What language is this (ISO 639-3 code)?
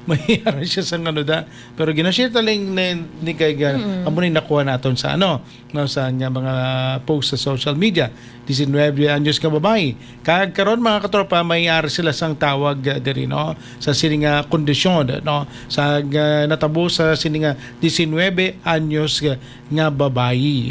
hil